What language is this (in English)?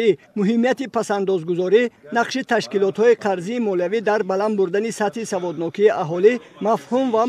Tajik